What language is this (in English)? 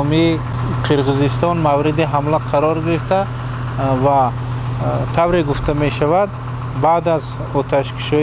Tajik